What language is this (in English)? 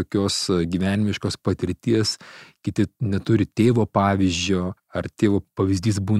Lithuanian